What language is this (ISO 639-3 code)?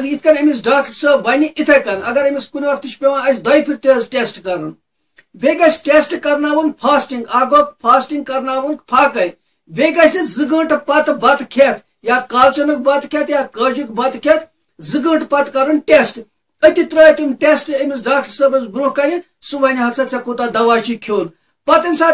kas